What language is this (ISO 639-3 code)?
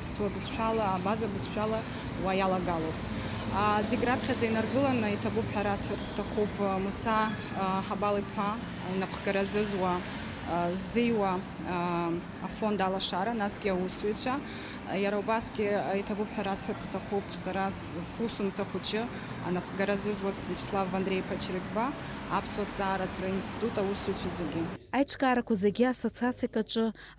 abk